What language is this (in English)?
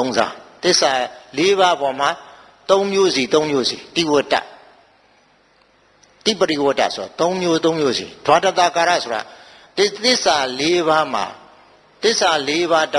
Burmese